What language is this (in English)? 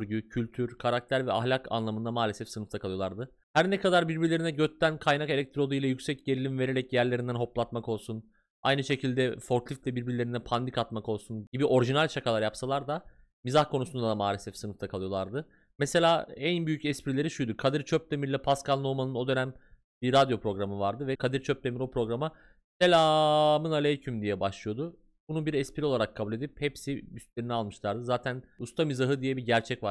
Turkish